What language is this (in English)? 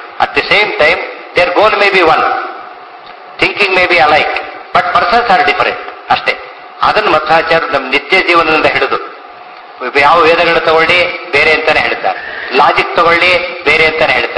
Kannada